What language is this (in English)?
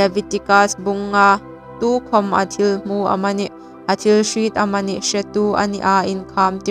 Hmar